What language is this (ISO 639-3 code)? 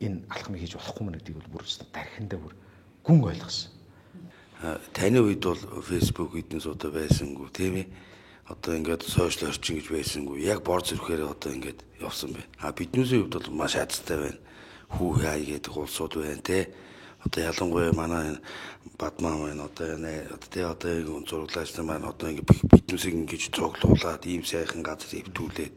mon